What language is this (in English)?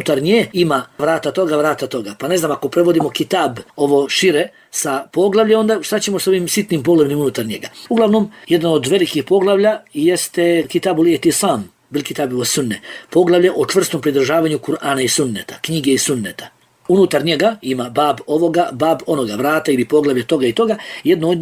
Bosnian